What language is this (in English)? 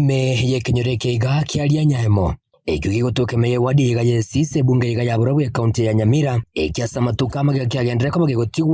Gusii